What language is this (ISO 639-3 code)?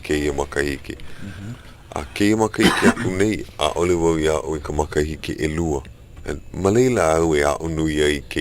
haw